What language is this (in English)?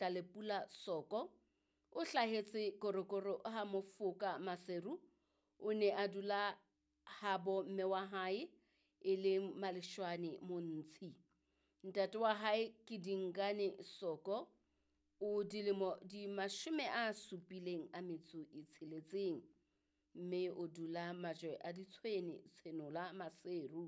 Southern Sotho